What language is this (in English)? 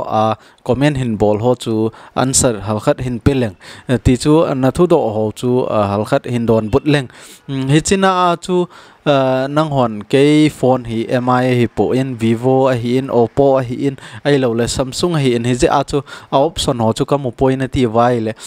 Thado Chin